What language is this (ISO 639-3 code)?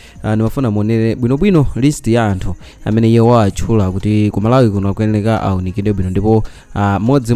nya